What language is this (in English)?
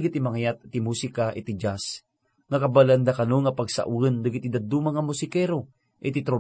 Iloko